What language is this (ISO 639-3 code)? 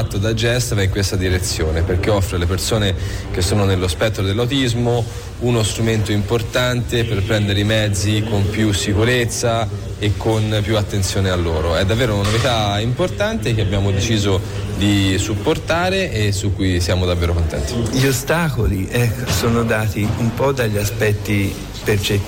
ita